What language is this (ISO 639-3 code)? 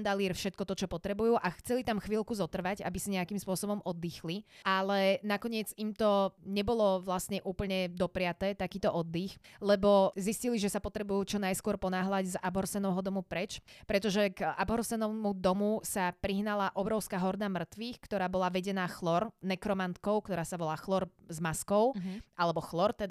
slk